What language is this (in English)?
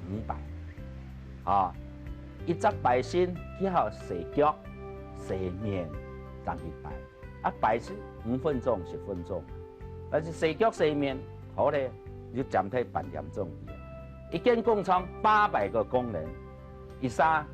Hakka Chinese